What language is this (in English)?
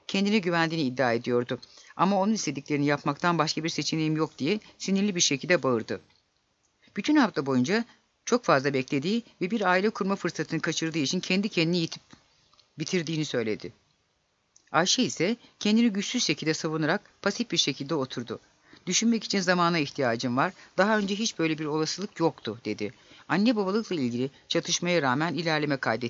Turkish